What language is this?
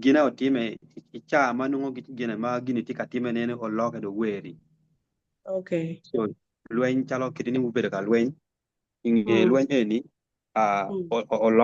Acoli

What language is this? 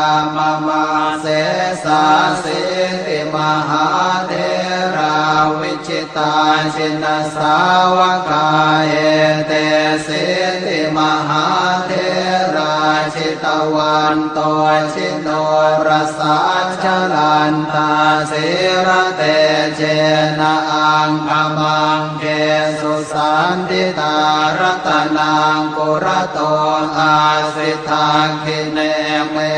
Pali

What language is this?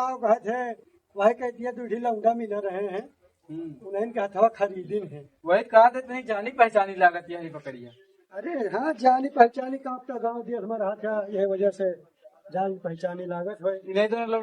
Awadhi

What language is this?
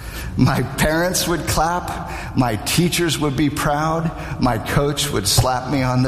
English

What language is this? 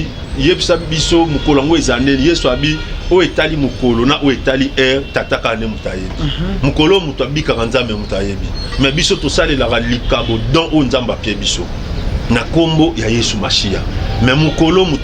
Lingala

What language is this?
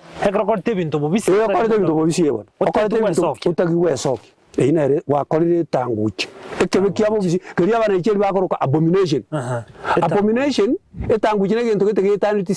Gusii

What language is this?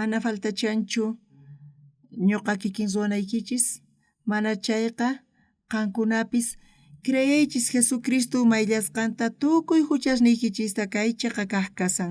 South Bolivian Quechua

